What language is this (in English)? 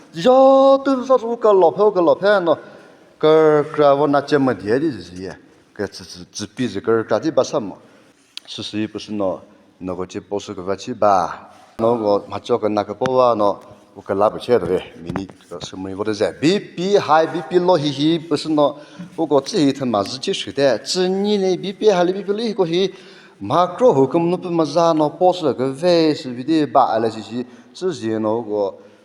Chokri Naga